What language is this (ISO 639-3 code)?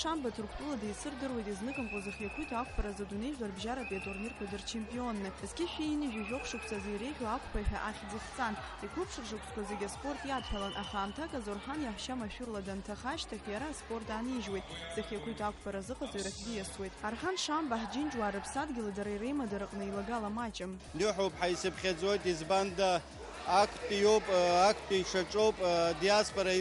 abk